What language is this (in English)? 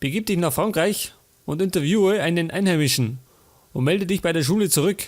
Bavarian